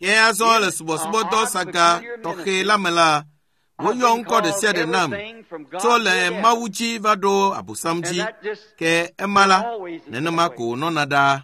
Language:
Ewe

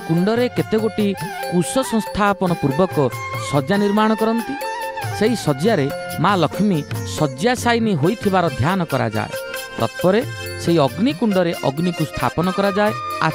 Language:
Odia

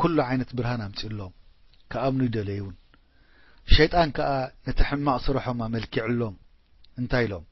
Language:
Tigrinya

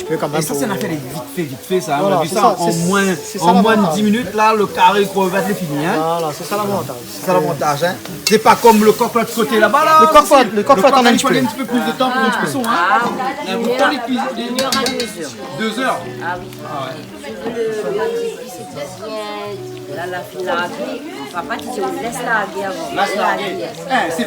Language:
Réunion Creole French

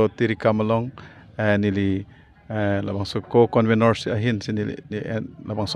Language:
Karbi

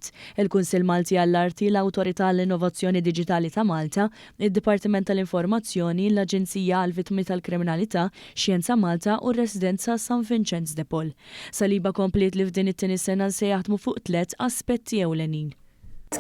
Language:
Maltese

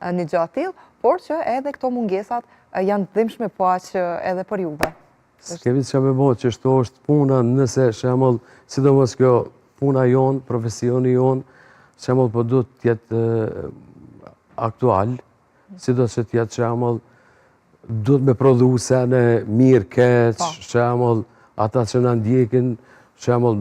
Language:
Albanian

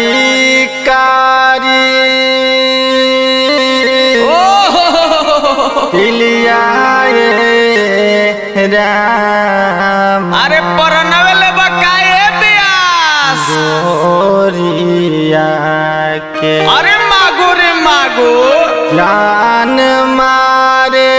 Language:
Bhojpuri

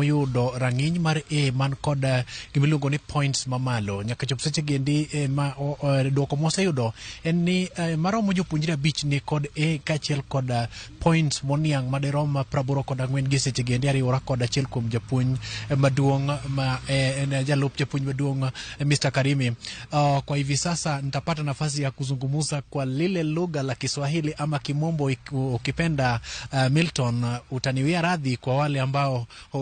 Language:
Luo (Kenya and Tanzania)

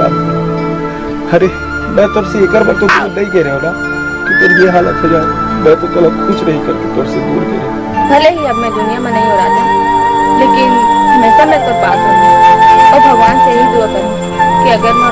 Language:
Chhattisgarhi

